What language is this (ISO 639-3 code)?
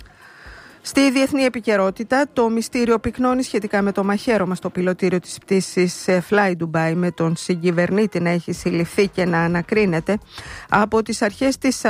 ell